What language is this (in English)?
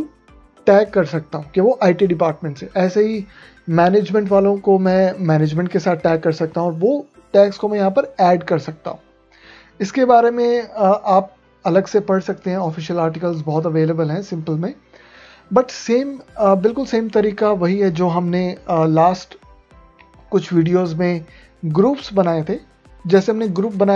Hindi